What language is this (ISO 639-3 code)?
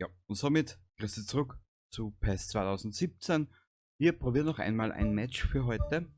bar